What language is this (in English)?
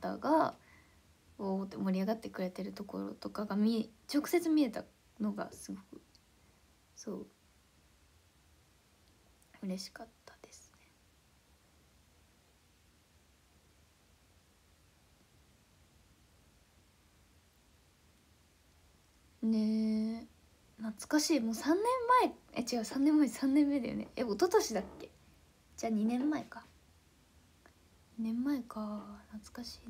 Japanese